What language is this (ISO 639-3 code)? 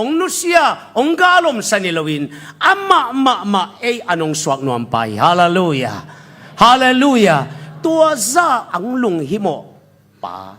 ctd